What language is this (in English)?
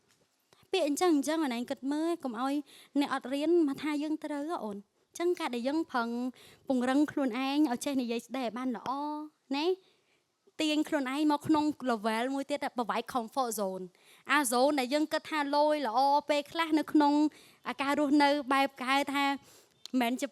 Khmer